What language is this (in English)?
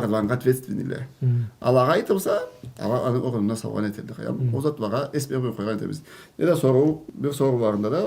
Karachay-Balkar